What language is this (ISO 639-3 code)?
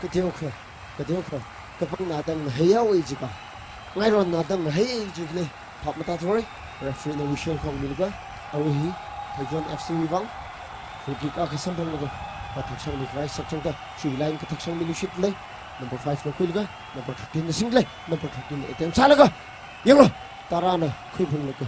nmf